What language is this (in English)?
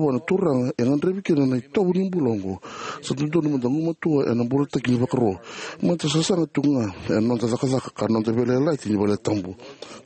Fijian